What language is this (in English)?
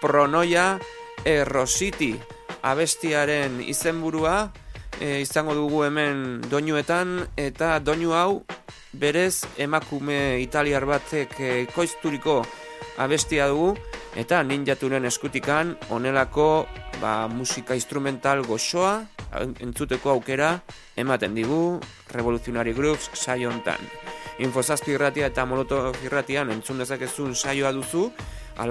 Basque